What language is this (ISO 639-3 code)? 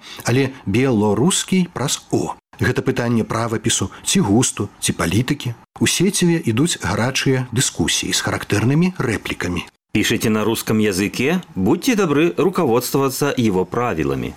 bel